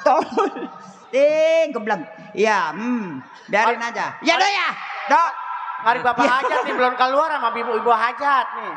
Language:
Betawi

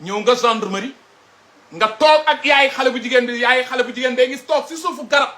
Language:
Wolof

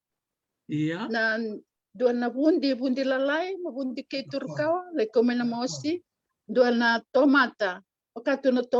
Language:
Fijian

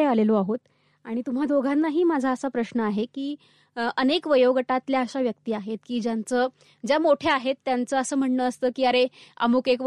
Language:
Marathi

